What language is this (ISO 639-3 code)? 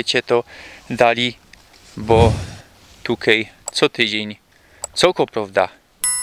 szl